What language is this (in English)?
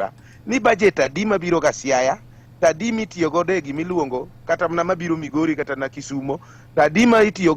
Luo (Kenya and Tanzania)